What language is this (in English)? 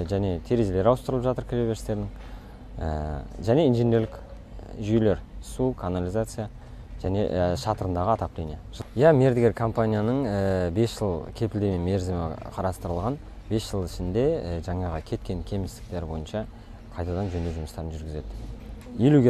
Kazakh